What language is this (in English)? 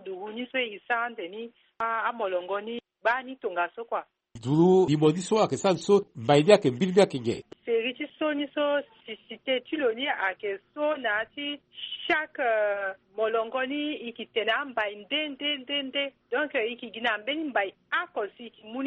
Sango